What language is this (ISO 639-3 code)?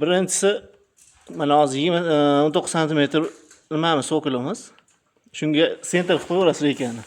uzb